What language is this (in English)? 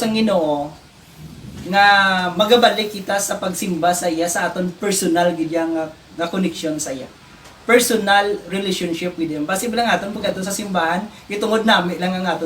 Hiligaynon